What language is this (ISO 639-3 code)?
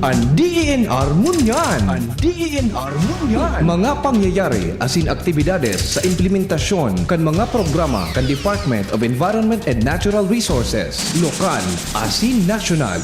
bik